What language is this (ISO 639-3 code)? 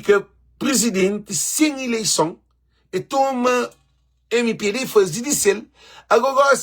kea